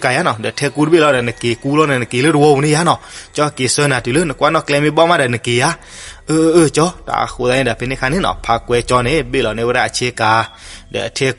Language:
S'gaw Karen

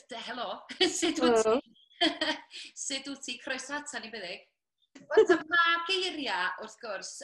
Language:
Welsh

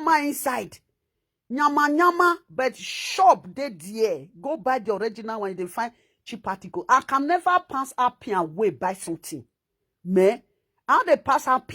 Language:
Nigerian Pidgin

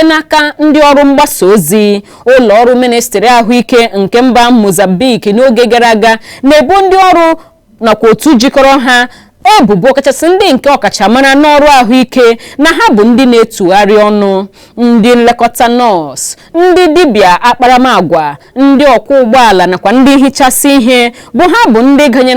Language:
Igbo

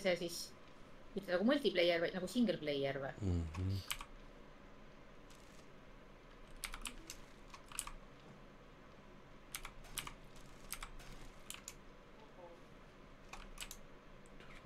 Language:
Estonian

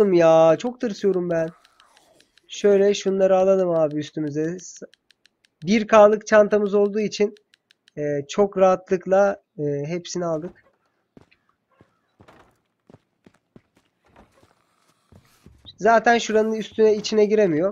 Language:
Turkish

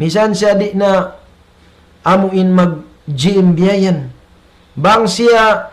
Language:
Tausug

